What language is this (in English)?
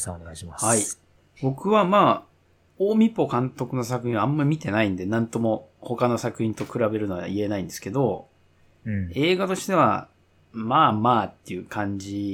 Japanese